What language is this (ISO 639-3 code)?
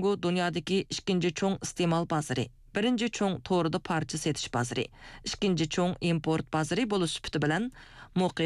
uig